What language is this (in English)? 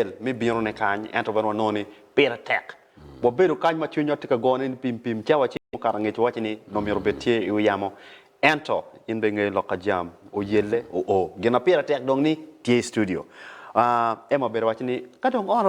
Acoli